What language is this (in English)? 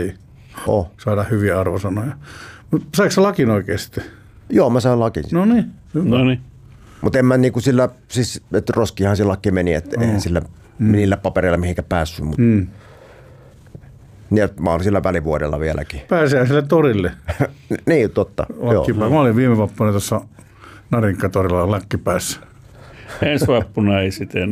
Finnish